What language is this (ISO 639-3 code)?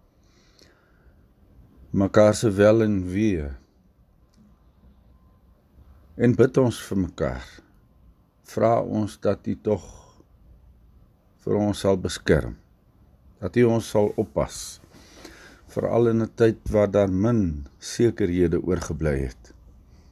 afr